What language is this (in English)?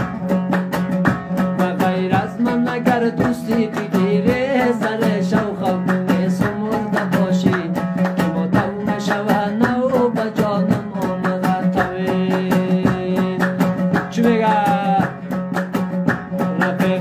Persian